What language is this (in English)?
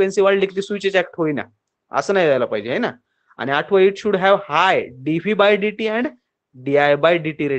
Marathi